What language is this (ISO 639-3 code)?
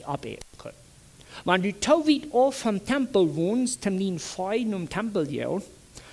pdt